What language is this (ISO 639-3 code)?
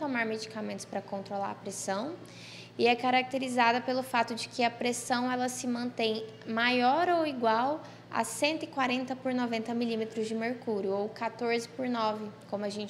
por